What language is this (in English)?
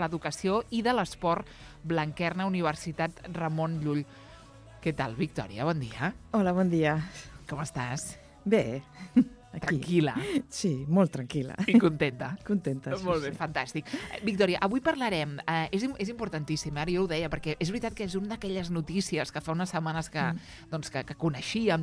Catalan